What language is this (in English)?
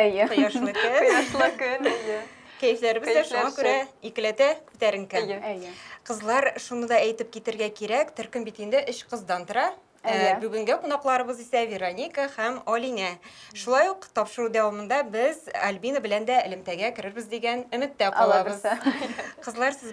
Tatar